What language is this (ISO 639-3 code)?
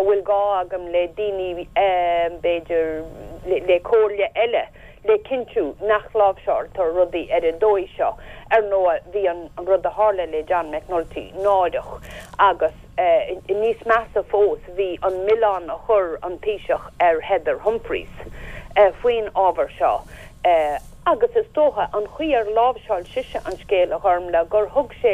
gle